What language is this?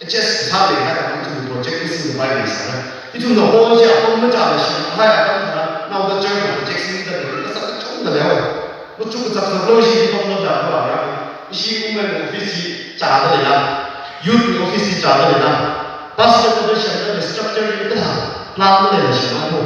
Tangkhul Naga (India)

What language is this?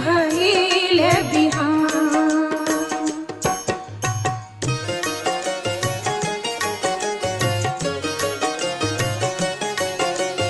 Bhojpuri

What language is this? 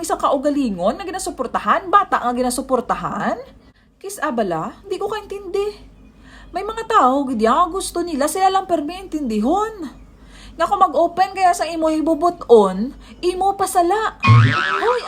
Hiligaynon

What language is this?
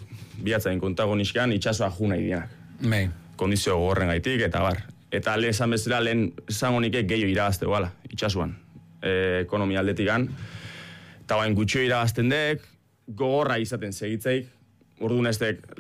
Basque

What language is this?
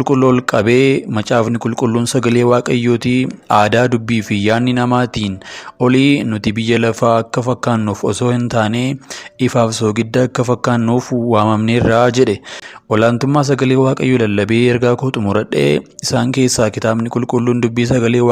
Oromo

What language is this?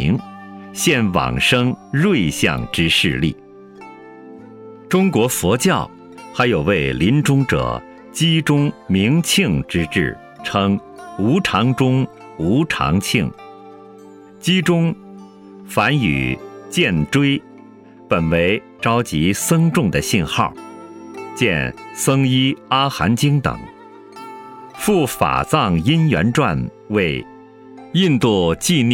Chinese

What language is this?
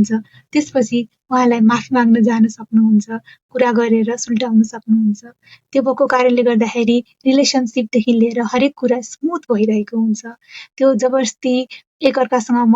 Nepali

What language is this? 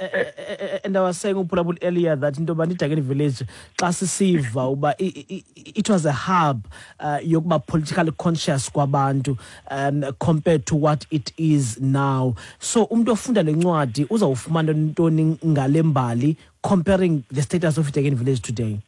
Xhosa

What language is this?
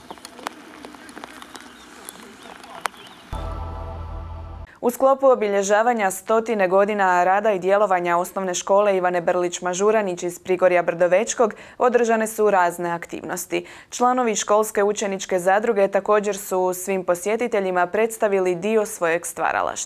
Croatian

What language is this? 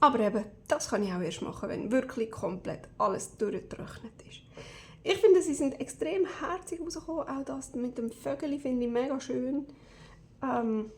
Swiss German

